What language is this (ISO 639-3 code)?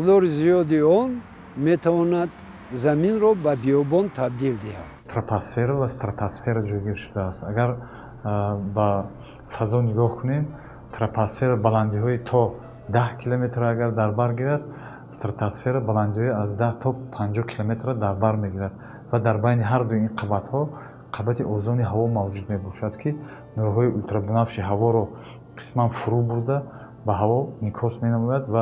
tgk